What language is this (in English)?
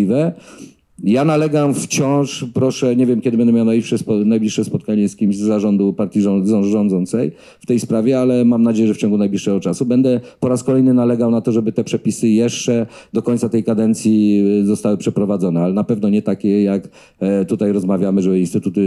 Polish